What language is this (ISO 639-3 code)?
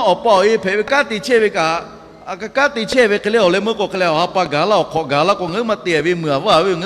lhu